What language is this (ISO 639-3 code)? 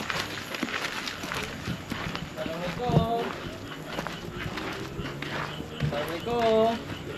msa